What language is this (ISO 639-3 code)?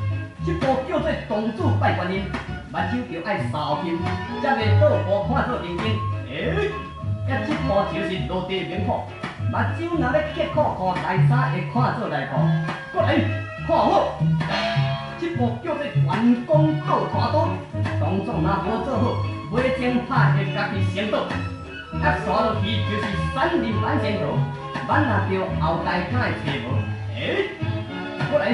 nan